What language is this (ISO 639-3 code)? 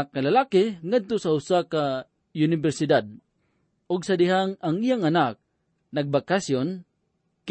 ceb